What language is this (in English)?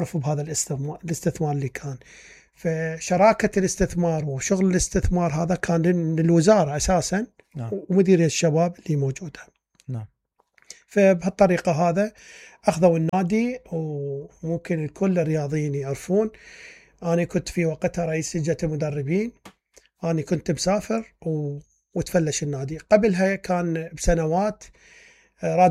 Mesopotamian Arabic